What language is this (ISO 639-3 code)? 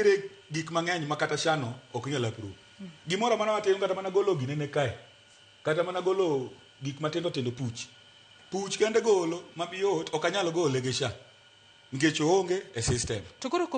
luo